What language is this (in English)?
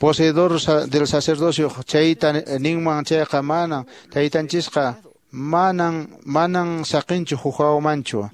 Quechua